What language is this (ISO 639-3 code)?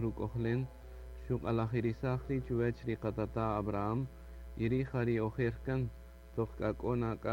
cak